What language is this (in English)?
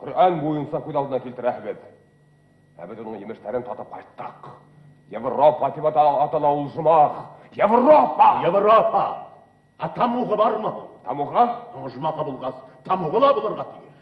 Bashkir